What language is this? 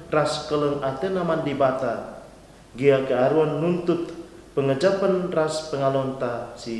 Batak Karo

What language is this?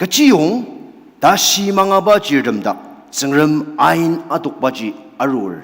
Ao Naga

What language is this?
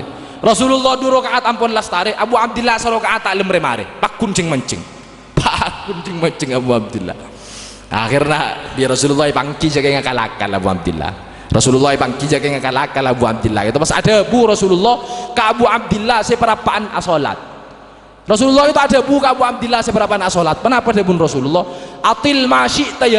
Madurese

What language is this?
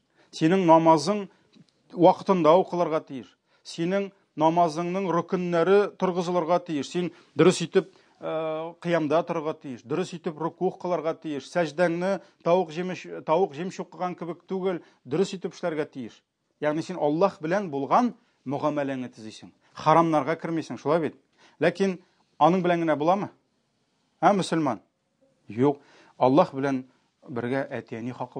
Tatar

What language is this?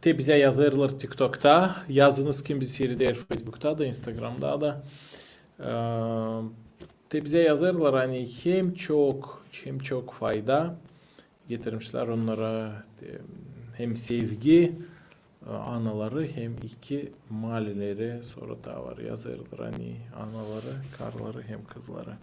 Gagauz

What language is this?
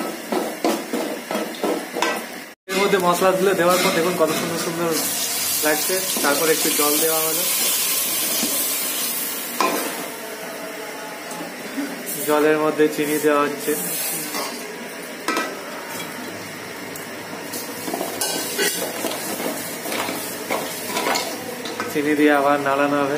Bangla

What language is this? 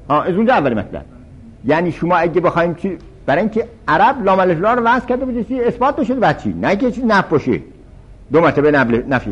Persian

